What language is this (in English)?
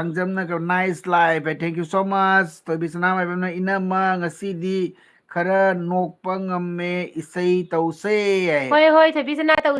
Manipuri